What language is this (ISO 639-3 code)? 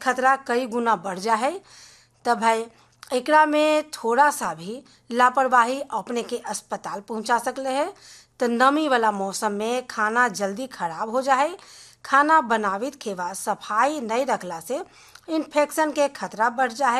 bho